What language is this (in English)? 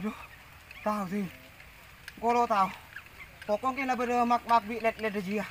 Madurese